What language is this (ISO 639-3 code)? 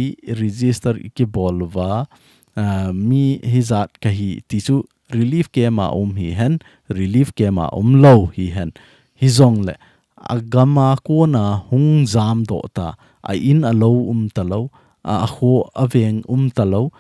tcz